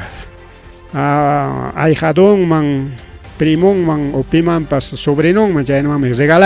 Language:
Ayacucho Quechua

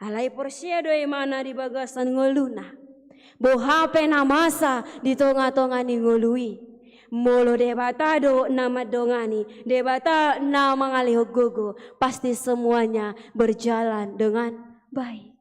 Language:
Batak Toba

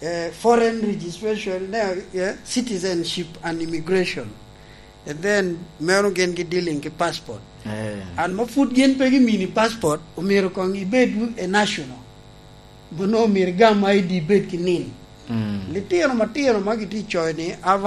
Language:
Lango (Uganda)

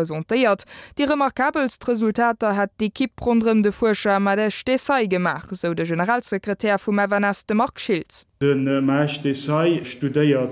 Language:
Luxembourgish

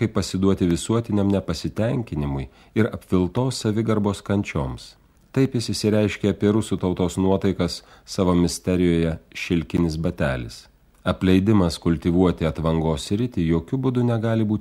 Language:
Lithuanian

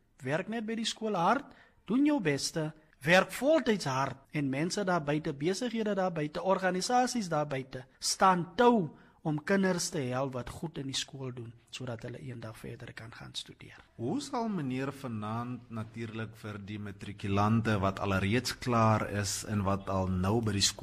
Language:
Afrikaans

